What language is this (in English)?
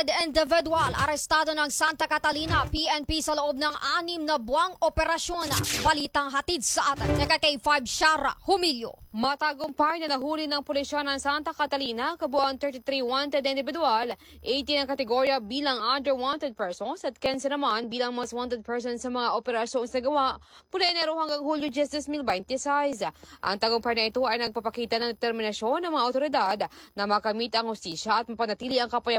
Filipino